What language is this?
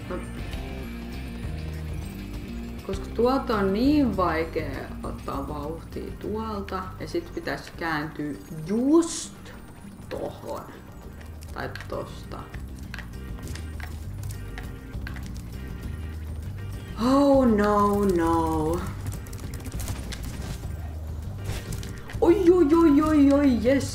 Finnish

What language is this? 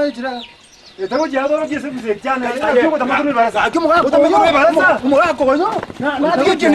Gusii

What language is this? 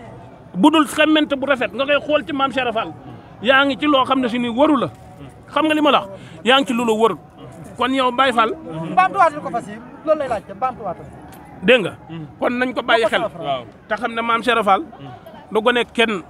Wolof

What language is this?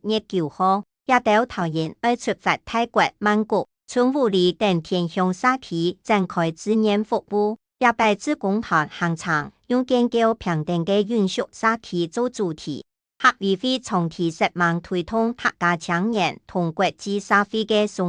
Hakka Chinese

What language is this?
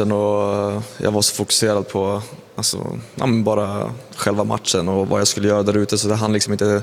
Swedish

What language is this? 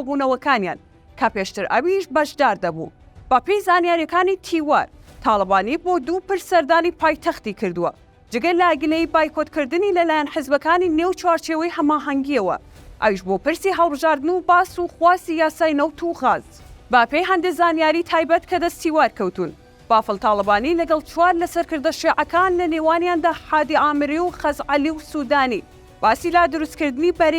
Central Kurdish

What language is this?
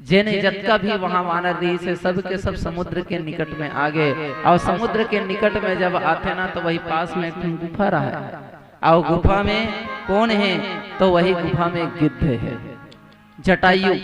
Chhattisgarhi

